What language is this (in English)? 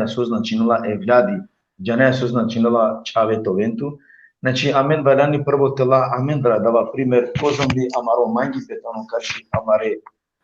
Balkan Romani